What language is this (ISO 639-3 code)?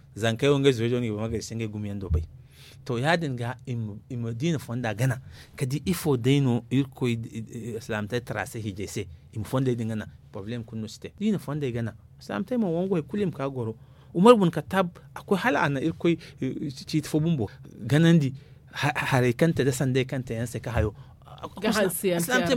dje